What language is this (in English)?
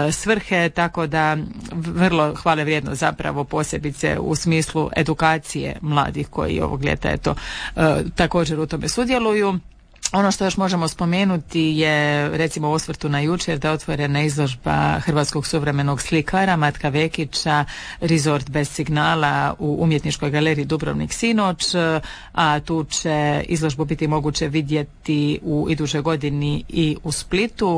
Croatian